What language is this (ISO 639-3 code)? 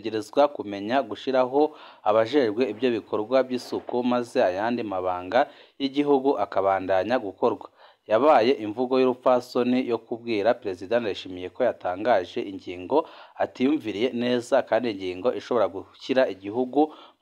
run